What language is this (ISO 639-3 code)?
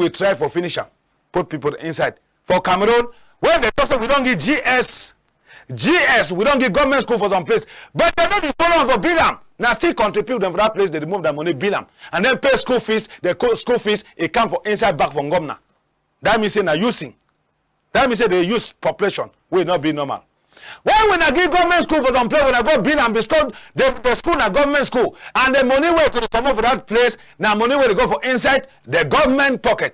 wes